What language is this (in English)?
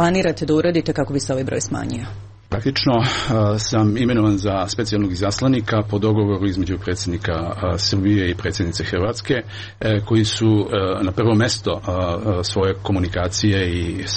Serbian